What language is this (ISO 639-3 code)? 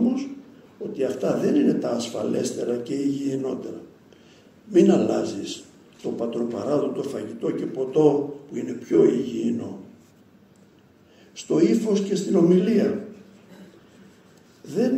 ell